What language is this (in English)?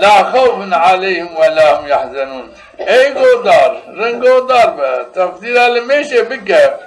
Zaza